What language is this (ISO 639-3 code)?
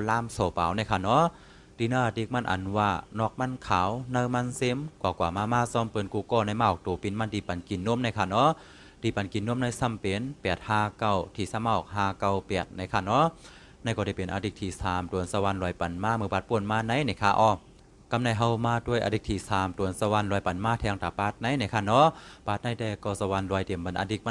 shn